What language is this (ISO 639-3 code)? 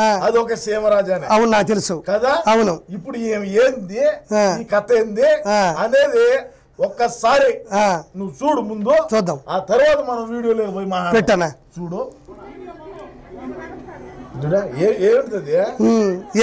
tel